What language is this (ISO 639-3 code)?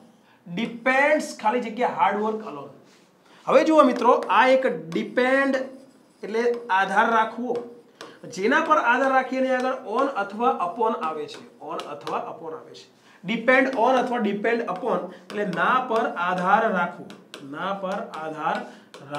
guj